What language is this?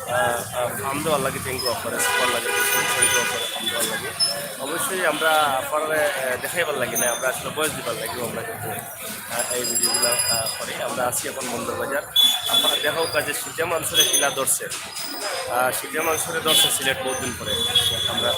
Sylheti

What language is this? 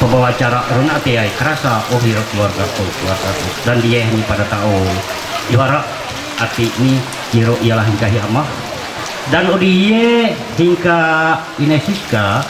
Ma'anyan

